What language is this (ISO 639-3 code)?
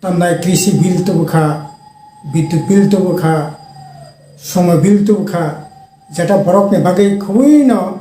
trp